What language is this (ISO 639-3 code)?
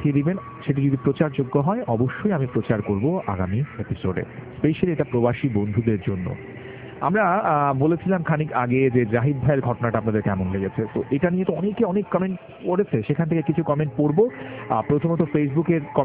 ben